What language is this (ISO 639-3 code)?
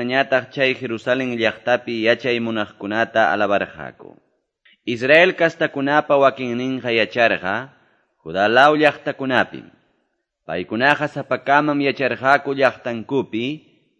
que